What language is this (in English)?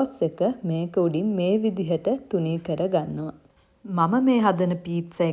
Sinhala